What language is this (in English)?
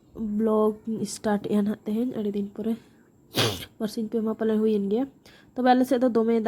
Santali